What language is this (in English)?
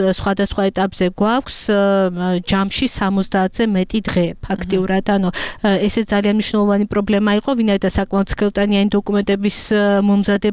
Georgian